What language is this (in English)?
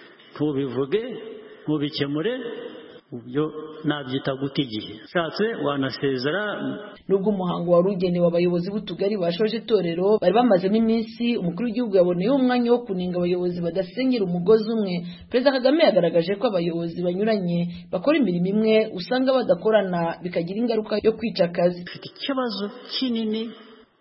Kinyarwanda